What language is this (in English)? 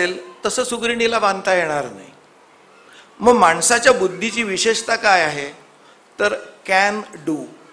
Marathi